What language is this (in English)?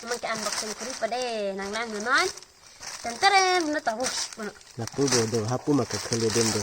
Karbi